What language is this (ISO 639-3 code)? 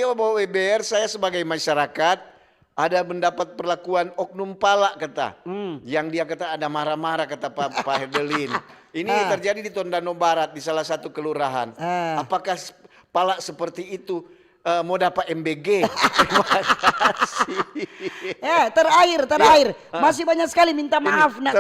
xmm